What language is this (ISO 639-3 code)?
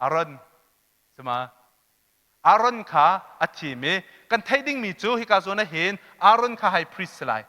cnh